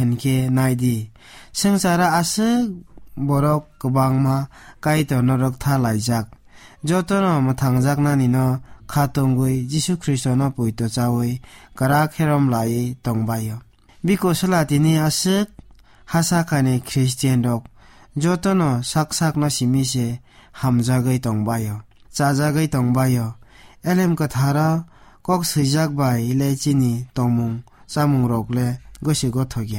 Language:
Kok Borok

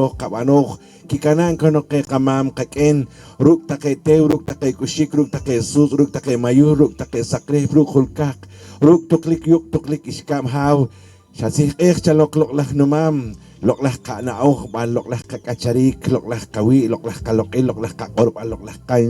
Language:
Poqomchi'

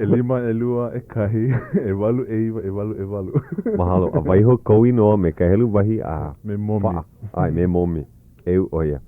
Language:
Hawaiian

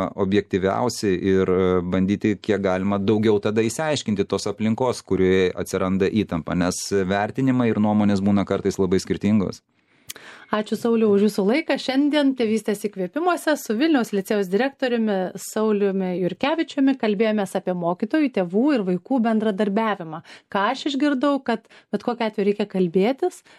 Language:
Lithuanian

